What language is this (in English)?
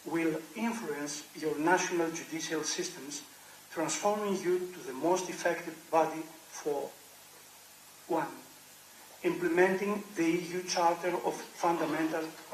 Bulgarian